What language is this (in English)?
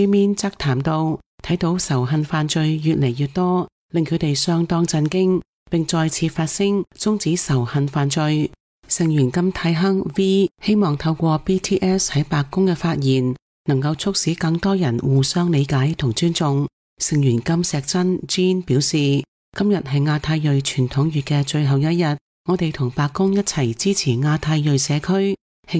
Cantonese